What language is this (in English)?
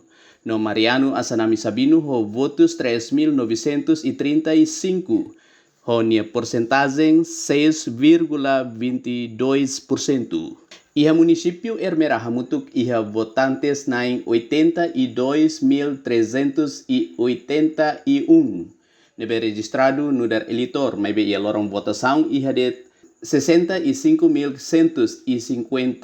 Tetum